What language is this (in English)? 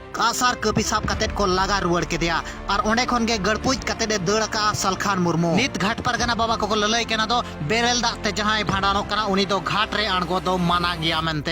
Santali